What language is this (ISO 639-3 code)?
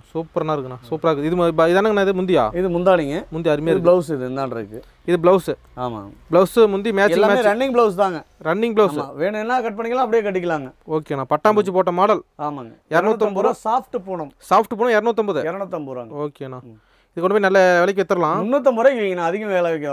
tam